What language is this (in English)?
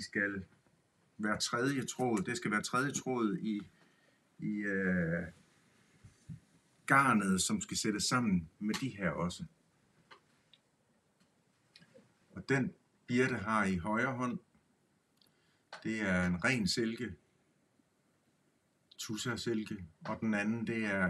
Danish